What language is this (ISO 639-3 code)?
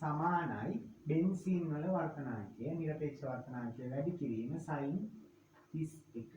sin